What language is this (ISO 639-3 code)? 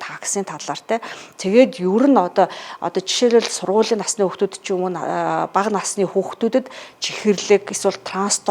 mon